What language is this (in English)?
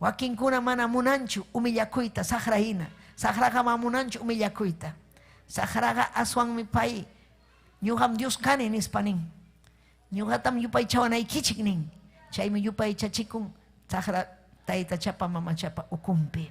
Ayacucho Quechua